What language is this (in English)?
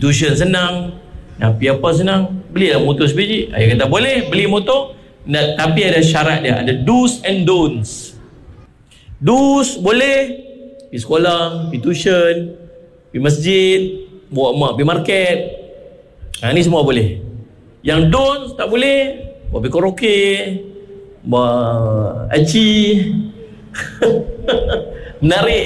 Malay